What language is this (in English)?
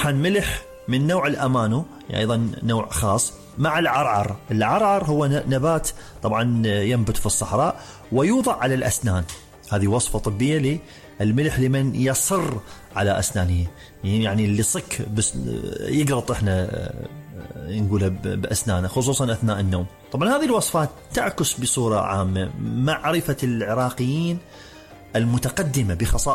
Mesopotamian Arabic